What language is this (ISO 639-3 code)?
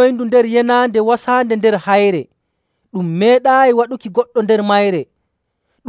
fuv